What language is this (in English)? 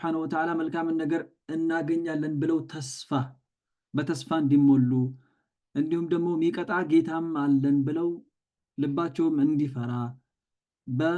Amharic